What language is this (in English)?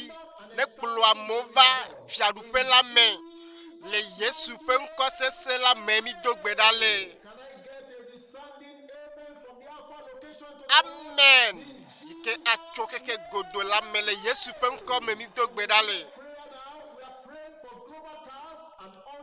Ewe